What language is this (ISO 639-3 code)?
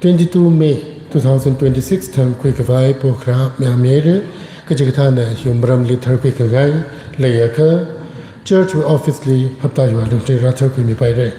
nmf